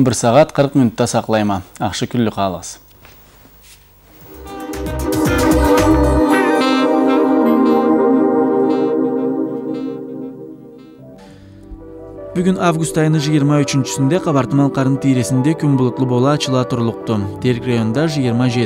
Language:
Karachay-Balkar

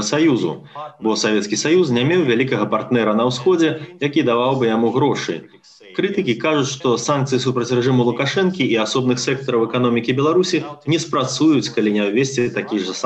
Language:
Belarusian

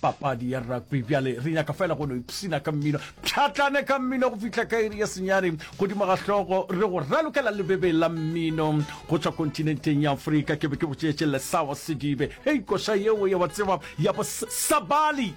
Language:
Northern Sotho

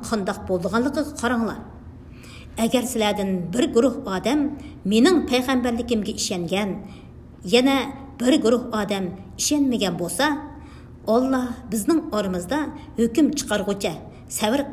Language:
Uyghur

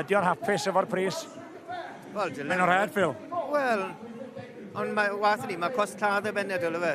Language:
Welsh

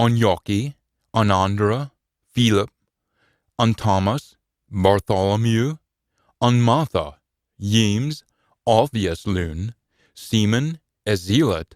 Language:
Scots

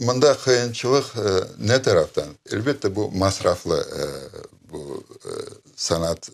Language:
Crimean Tatar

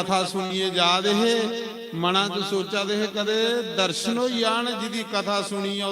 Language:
Dogri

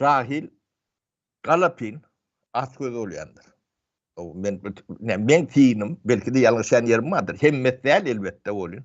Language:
Turkmen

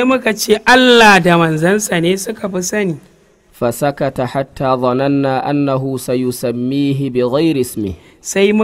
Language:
Hausa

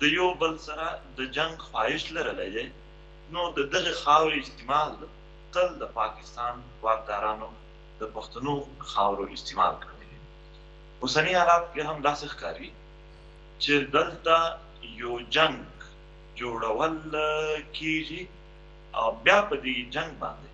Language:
Pashto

